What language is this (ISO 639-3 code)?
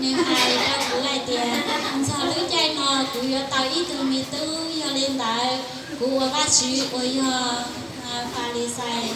hmn